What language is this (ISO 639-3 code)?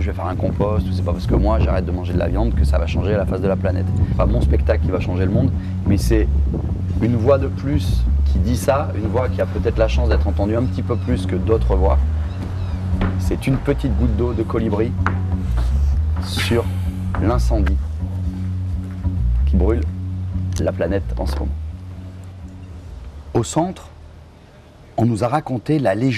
fra